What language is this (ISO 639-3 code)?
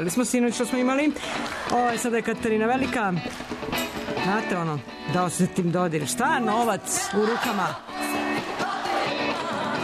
srp